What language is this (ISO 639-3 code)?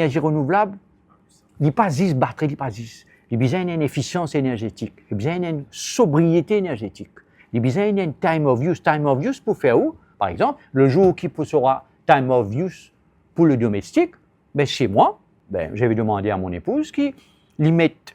mfe